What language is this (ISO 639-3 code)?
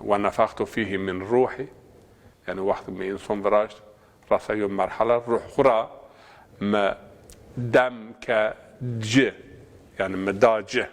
zza